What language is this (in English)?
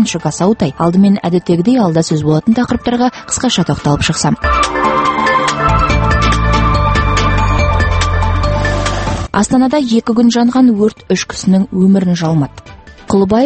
Kazakh